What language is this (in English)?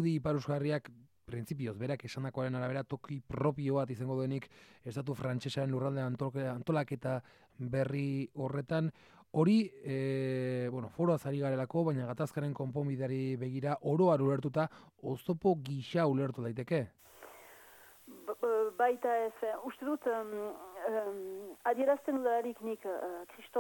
Basque